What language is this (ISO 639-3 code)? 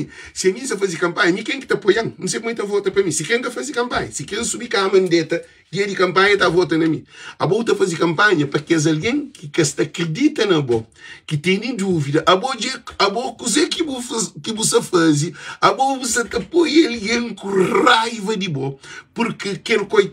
kea